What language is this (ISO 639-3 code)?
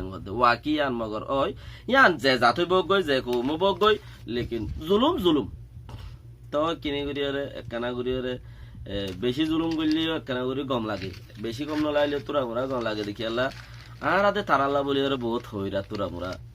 rhg